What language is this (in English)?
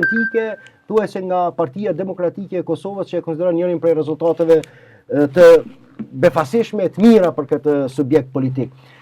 Albanian